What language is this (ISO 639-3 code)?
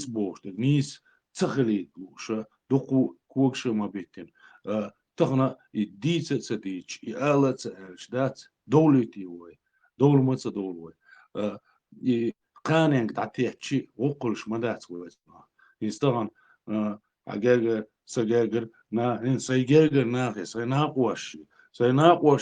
che